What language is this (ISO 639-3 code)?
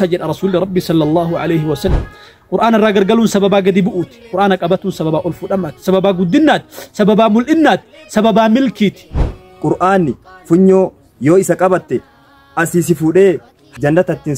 orm